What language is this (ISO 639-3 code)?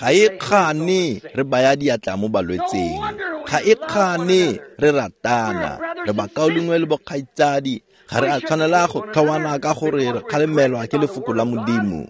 tsn